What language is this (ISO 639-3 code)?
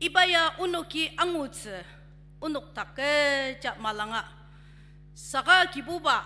njo